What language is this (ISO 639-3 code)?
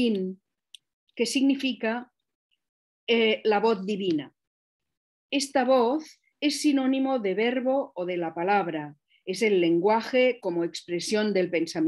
spa